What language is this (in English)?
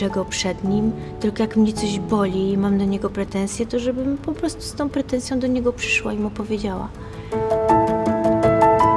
Polish